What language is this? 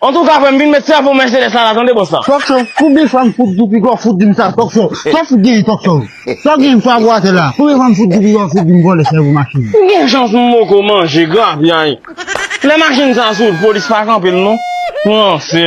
Haitian Creole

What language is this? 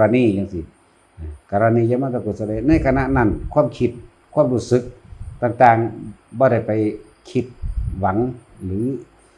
Northeastern Thai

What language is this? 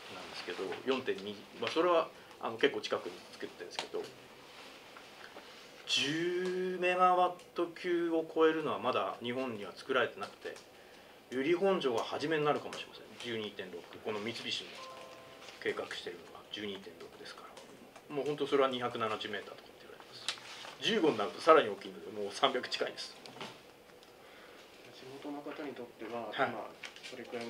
Japanese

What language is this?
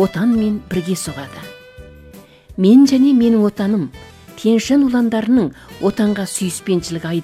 Kazakh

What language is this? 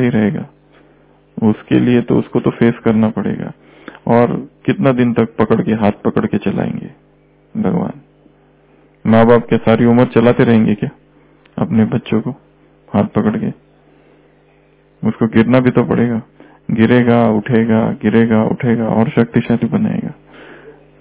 Hindi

